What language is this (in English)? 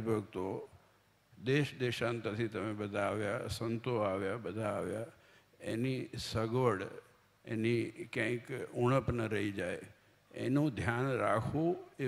Gujarati